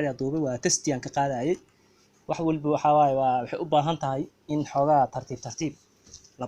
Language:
Somali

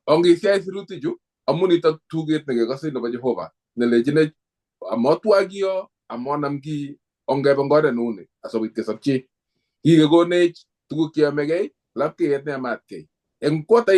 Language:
Kalenjin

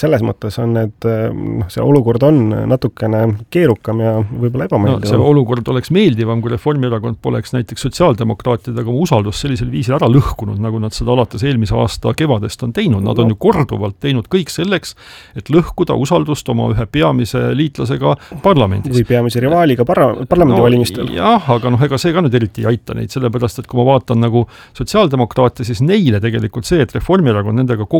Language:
Estonian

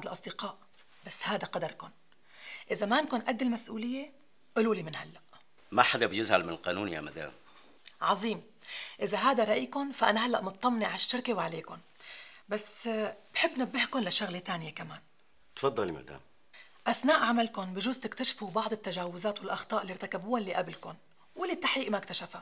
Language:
North Levantine Arabic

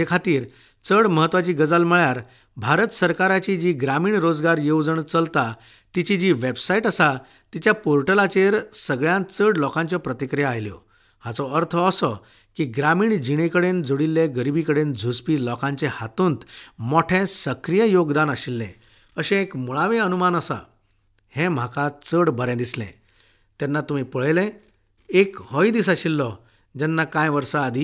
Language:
Konkani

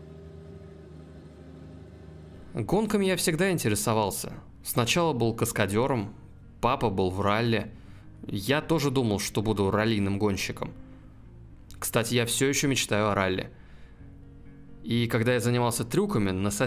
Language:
Russian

